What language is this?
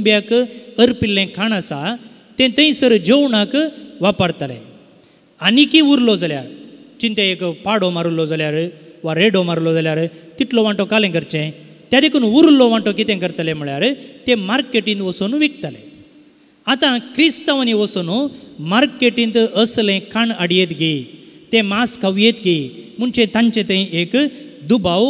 Konkani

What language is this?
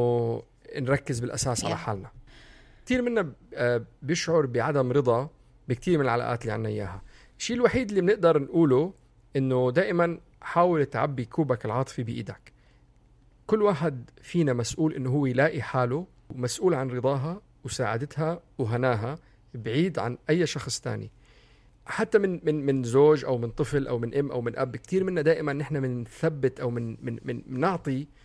North Levantine Arabic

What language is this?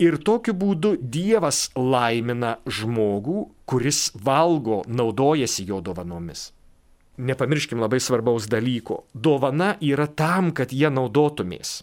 Lithuanian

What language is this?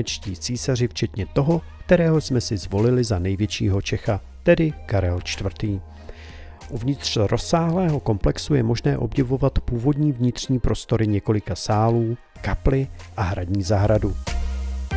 Czech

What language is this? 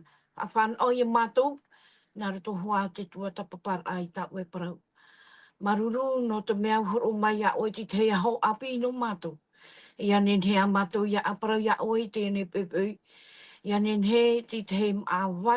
Tahitian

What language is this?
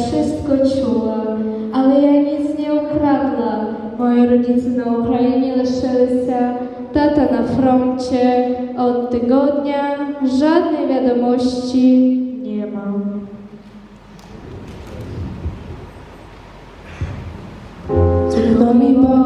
Polish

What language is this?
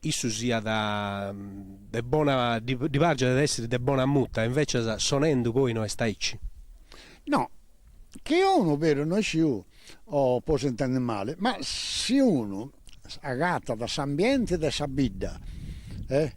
Sardinian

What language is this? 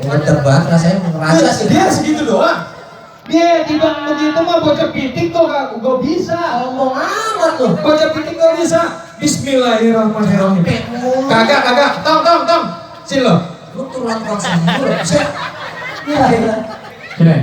Betawi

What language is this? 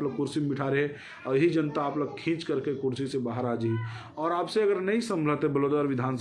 Chhattisgarhi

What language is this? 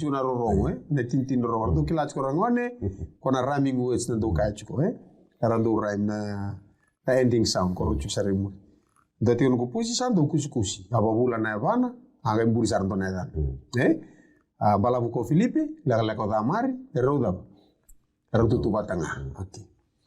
Fijian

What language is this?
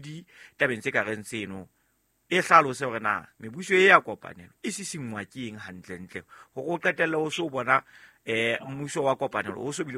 Southern Sotho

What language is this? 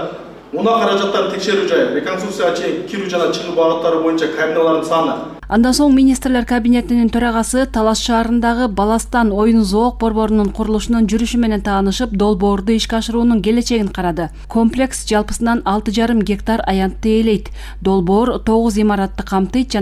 Kyrgyz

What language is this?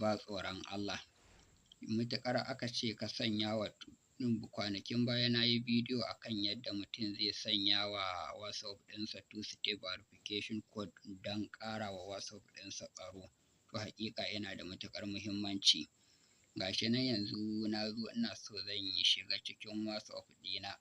Hausa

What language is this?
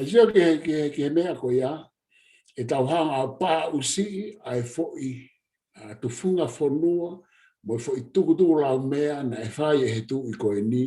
Tongan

